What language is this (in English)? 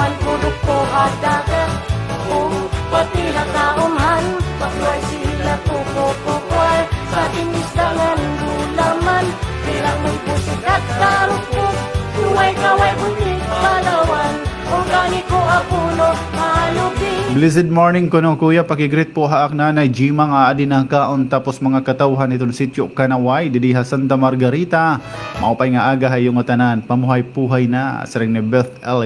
Waray